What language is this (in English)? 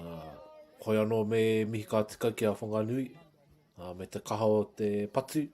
Māori